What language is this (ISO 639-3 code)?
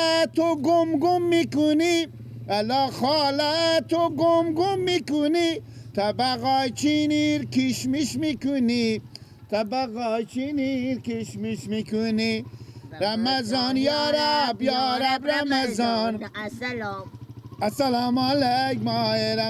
fas